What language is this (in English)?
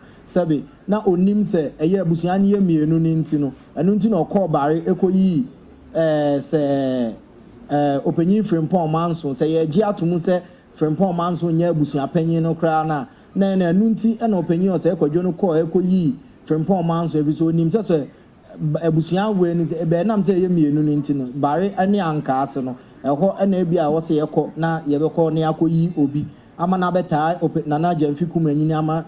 Akan